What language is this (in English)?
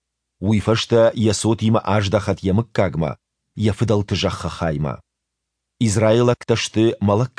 Ossetic